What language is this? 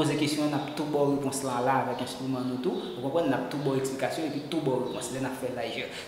Haitian Creole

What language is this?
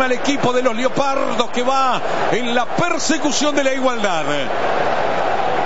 Spanish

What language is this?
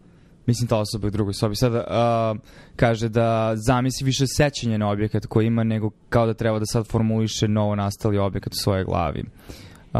Serbian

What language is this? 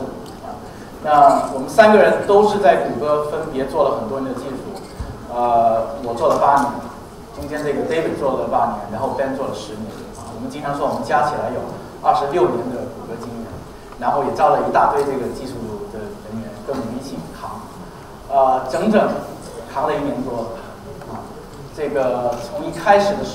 Chinese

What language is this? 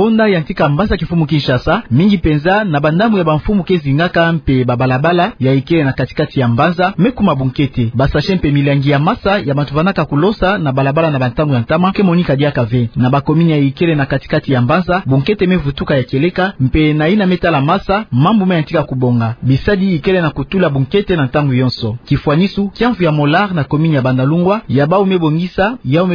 Kituba (Democratic Republic of Congo)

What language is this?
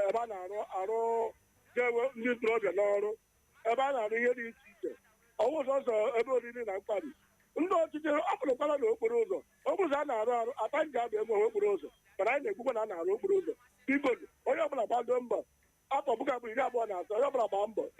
Igbo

